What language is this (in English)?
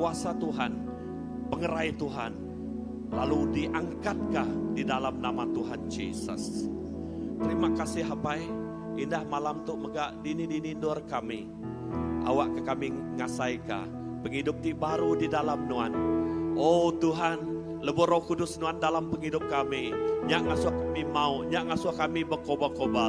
Iban